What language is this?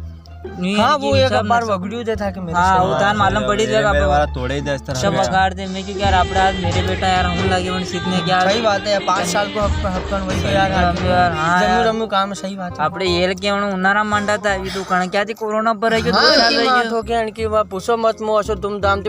Rajasthani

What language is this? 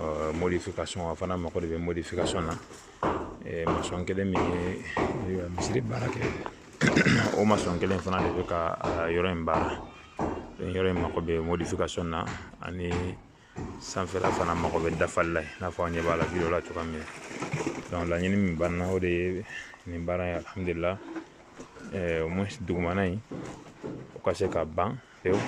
Bambara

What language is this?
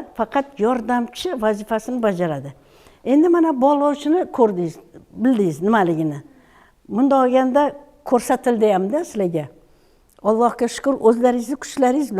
Uzbek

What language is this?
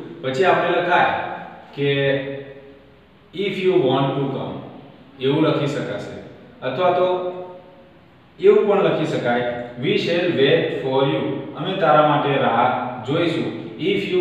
Gujarati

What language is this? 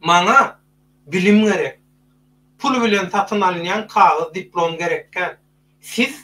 Turkmen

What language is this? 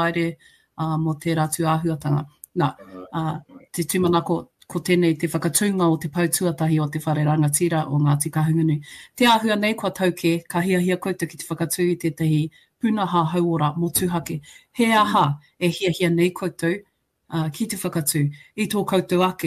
Māori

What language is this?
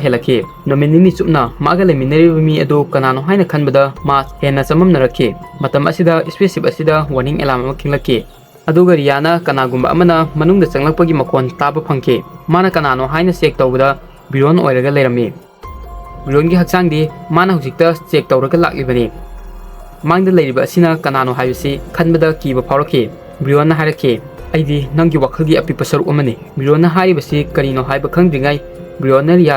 Manipuri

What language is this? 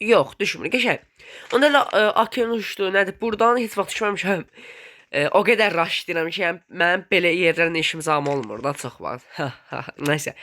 Azerbaijani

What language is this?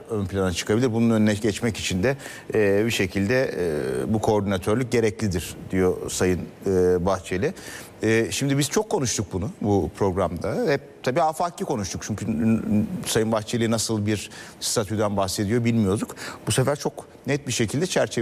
Turkish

